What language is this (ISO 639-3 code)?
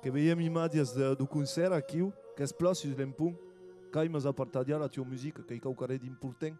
oci